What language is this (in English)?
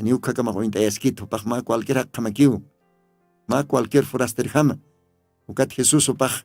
Aymara